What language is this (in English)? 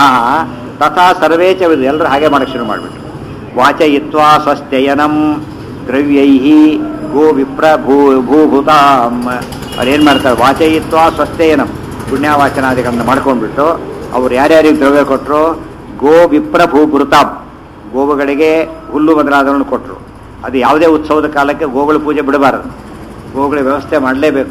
Kannada